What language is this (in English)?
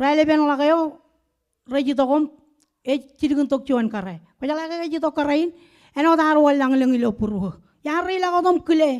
Marshallese